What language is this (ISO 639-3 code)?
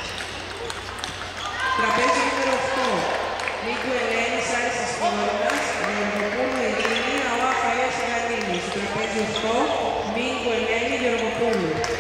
ell